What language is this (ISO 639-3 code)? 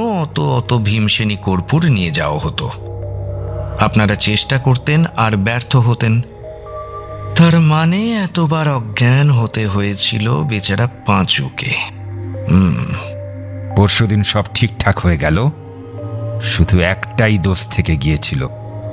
ben